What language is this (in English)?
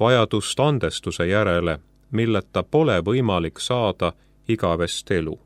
Estonian